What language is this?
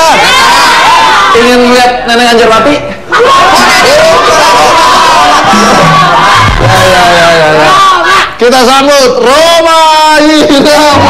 Indonesian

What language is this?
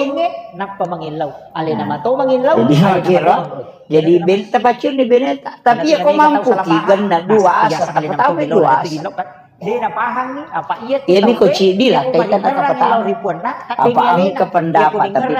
Buginese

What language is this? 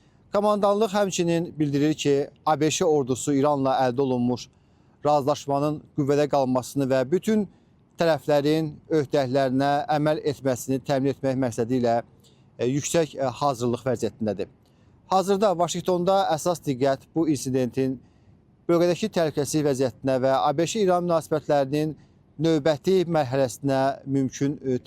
Azerbaijani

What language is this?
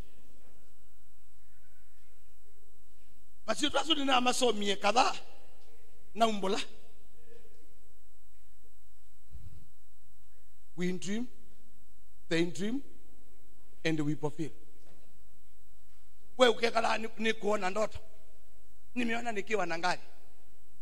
Swahili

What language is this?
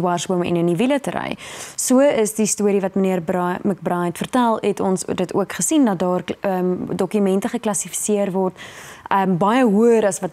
Afrikaans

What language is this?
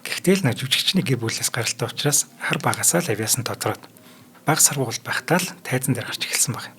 Mongolian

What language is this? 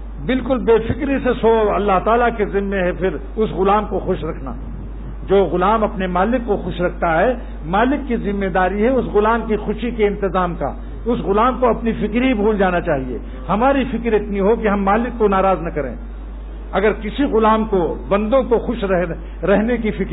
Urdu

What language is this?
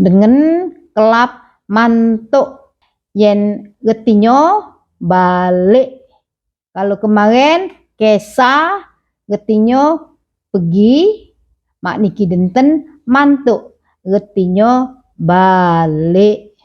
Musi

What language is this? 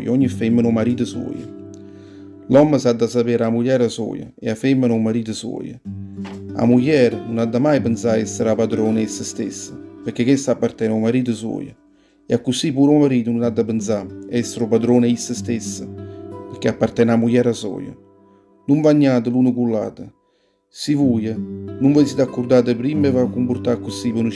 Neapolitan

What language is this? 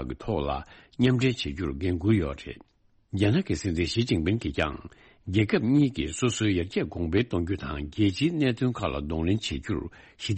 Tibetan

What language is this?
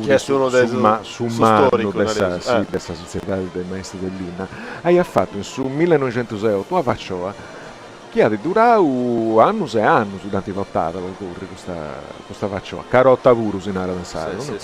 Sardinian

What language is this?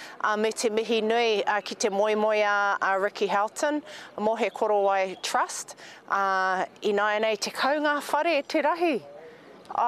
Māori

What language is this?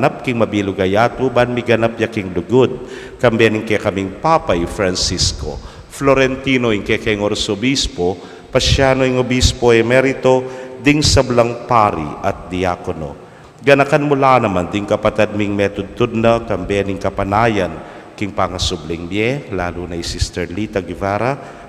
Pampanga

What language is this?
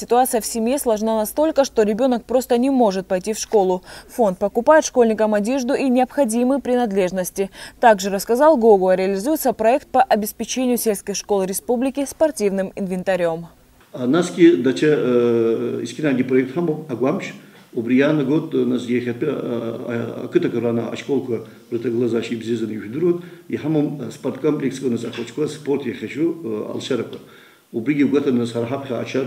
Abkhazian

